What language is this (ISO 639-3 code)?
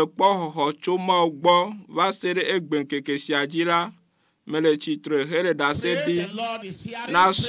ewe